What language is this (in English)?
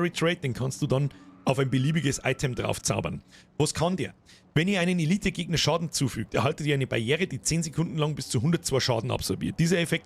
Bavarian